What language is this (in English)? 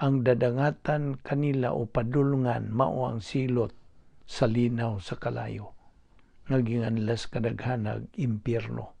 Cebuano